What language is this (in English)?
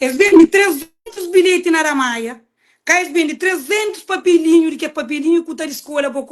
Kabuverdianu